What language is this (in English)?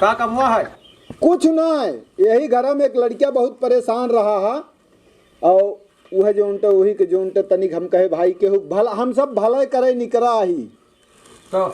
Awadhi